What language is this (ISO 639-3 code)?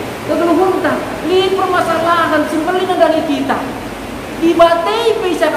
btx